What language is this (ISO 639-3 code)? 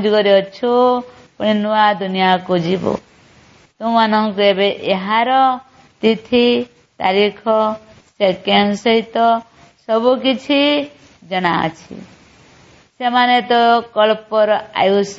ori